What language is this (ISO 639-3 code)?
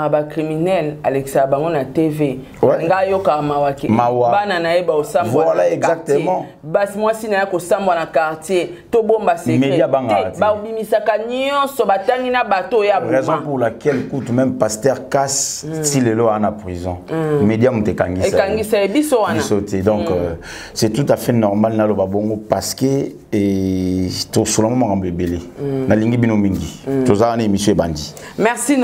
lin